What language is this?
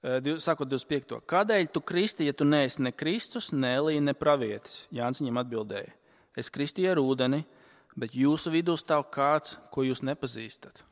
Latvian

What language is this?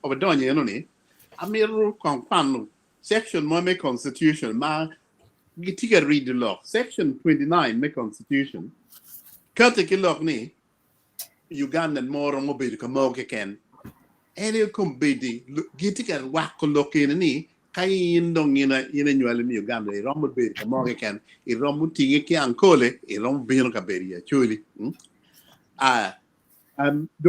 Acoli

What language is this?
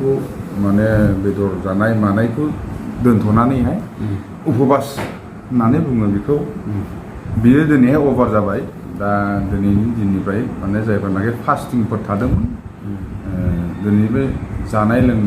Bodo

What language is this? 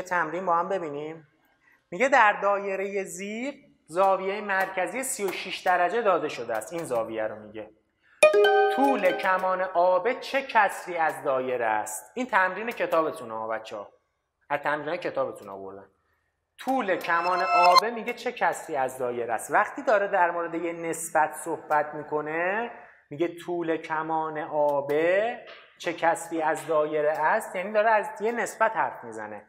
Persian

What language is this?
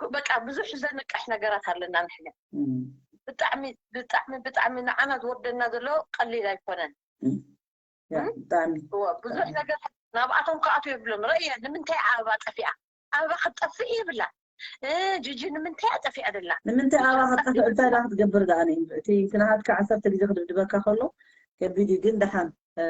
Tigrinya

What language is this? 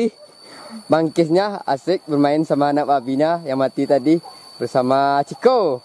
Minangkabau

